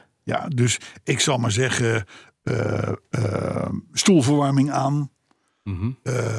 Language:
Dutch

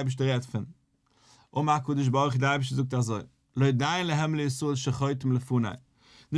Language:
Yiddish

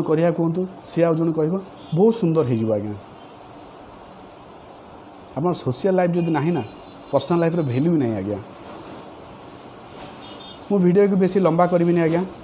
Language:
Odia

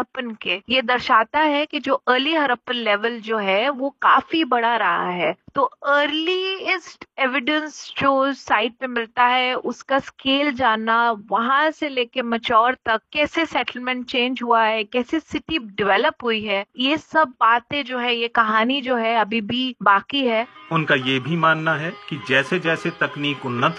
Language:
Hindi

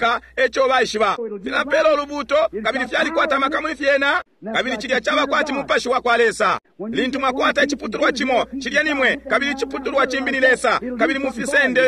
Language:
Bemba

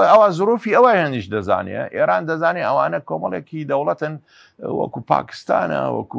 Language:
Central Kurdish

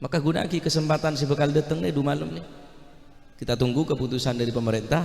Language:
Madurese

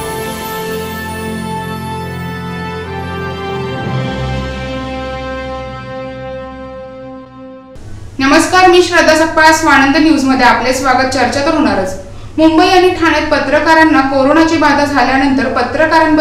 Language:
Marathi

